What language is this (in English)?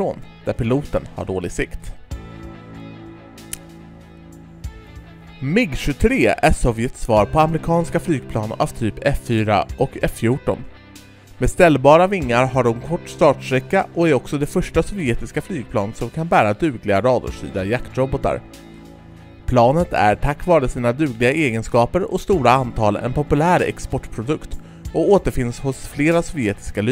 Swedish